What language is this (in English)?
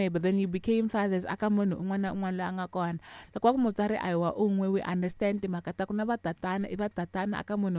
Tsonga